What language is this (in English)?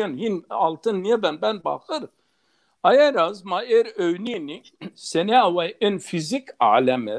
Zaza